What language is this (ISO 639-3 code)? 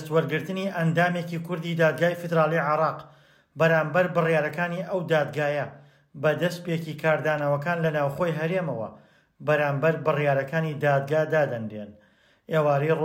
ckb